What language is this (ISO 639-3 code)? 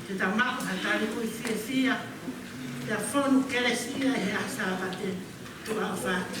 ton